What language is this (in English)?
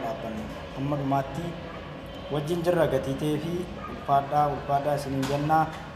Oromo